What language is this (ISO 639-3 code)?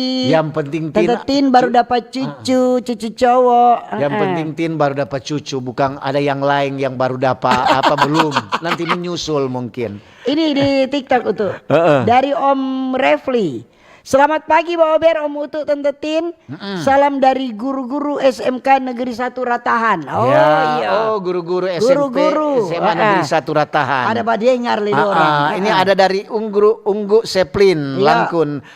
xmm